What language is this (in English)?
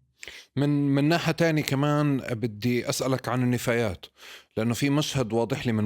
North Levantine Arabic